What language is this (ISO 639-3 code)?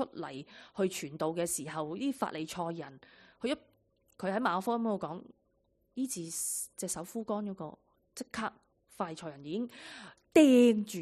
yue